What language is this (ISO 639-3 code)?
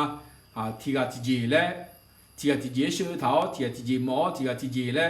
ahk